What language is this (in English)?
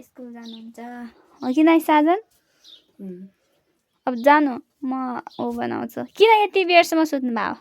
Nepali